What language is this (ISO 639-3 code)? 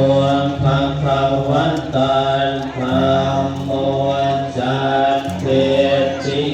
pli